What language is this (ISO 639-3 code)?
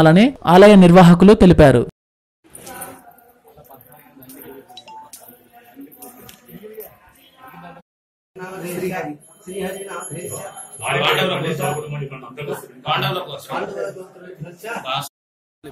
tel